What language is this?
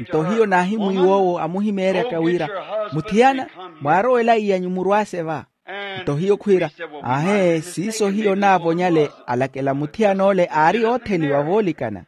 Makhuwa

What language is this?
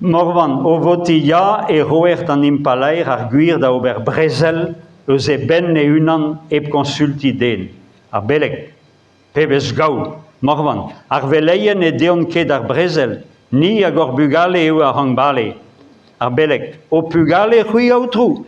Breton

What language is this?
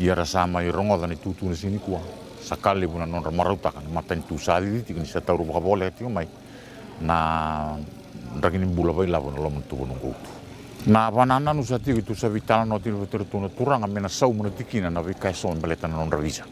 Fijian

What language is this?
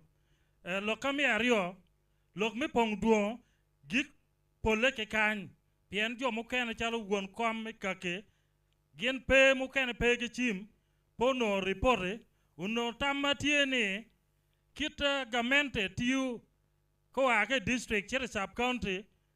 Acoli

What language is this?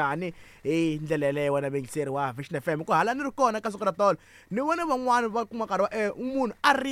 Tsonga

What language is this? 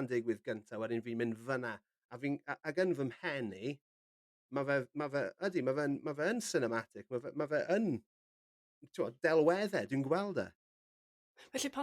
Welsh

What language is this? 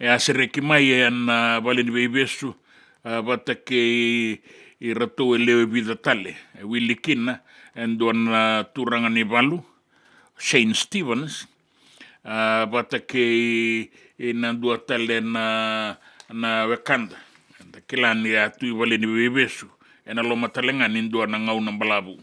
Fijian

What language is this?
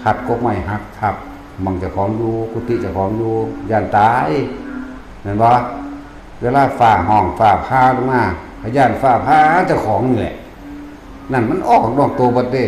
Northeastern Thai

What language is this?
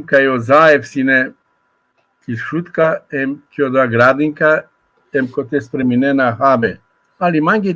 Balkan Romani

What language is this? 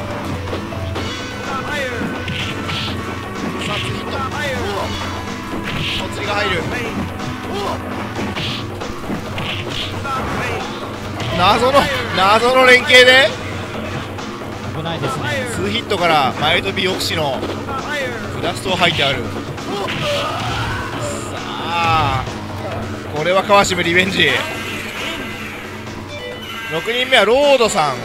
Japanese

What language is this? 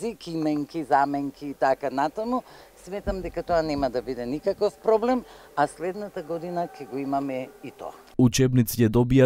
Macedonian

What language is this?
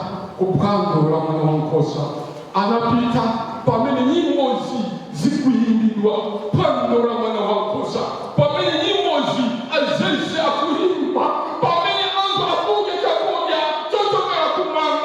Nyanja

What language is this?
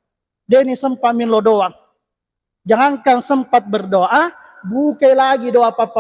Buginese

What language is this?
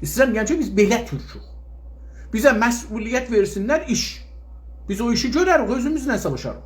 South Azerbaijani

